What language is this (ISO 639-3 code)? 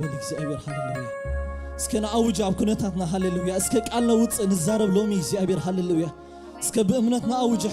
tir